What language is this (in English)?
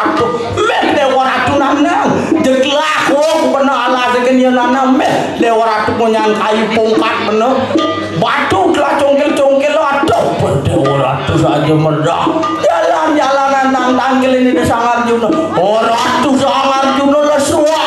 Balinese